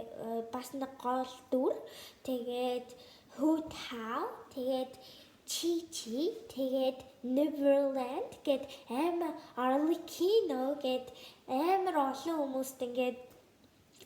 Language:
Mongolian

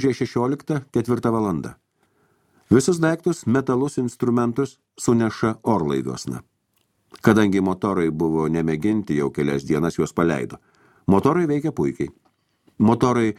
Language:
Lithuanian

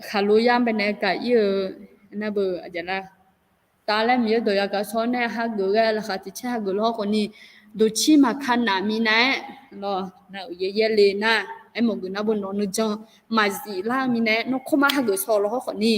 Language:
Akha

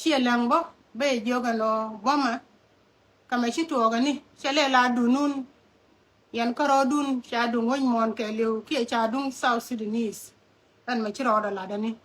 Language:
Nuer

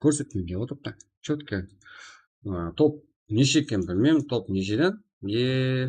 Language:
Kara-Kalpak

